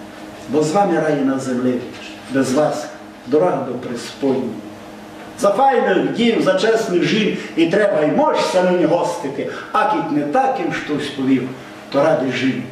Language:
Rusyn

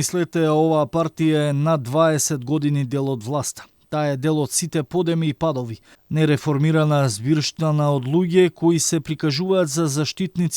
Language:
Macedonian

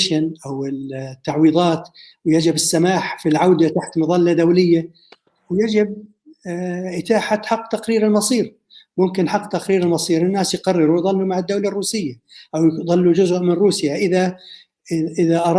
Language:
North Levantine Arabic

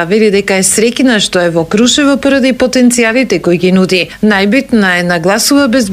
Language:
Macedonian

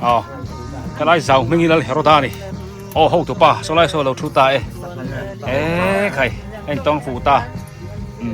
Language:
Biete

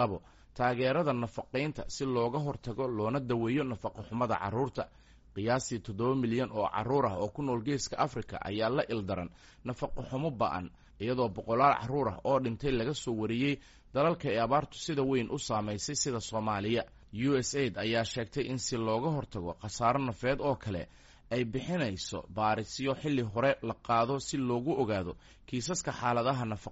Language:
Somali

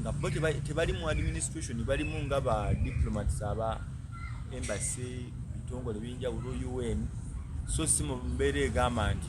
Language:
Ganda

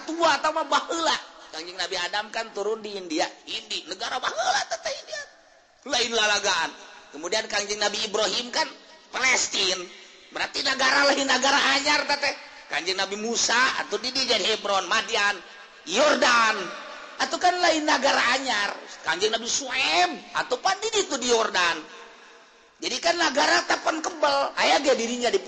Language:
Sundanese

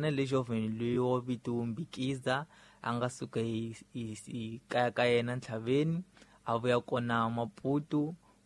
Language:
Tsonga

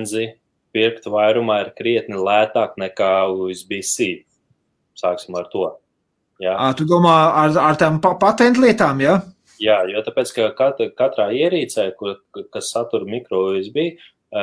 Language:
Latvian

